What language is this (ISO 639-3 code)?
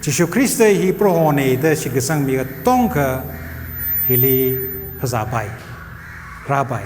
nmf